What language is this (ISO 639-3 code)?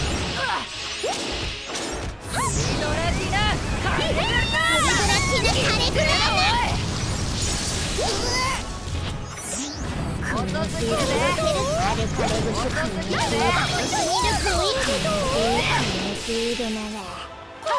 jpn